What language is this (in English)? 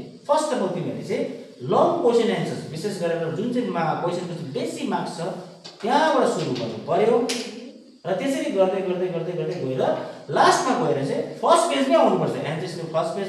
Nepali